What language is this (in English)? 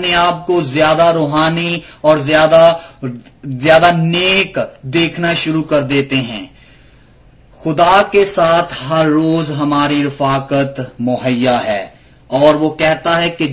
Urdu